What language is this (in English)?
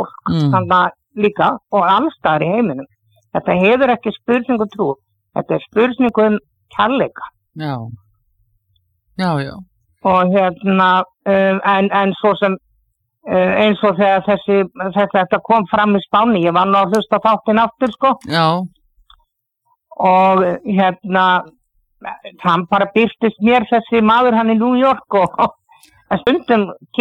Icelandic